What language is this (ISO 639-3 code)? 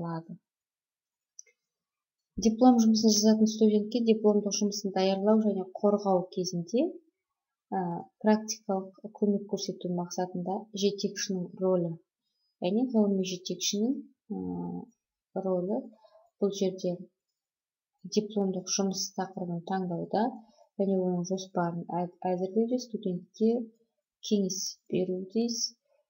kaz